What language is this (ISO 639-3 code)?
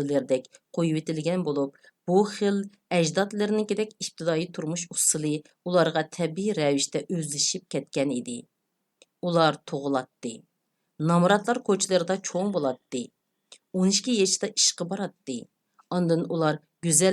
uig